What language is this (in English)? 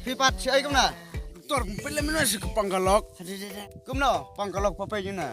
Khasi